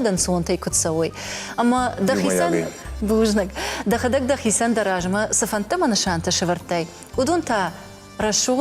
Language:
Ossetic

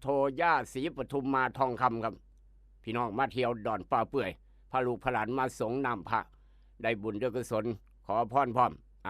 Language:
Northeastern Thai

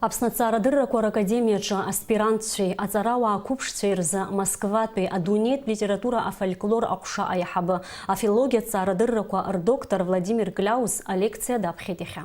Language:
Abkhazian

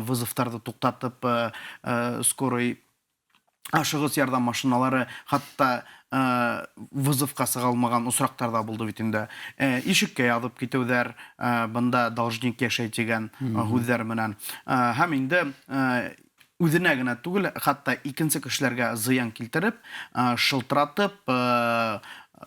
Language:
Bashkir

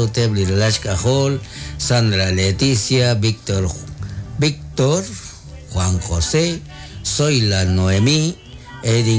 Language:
Kekchí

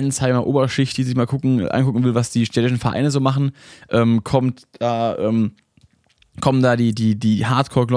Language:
German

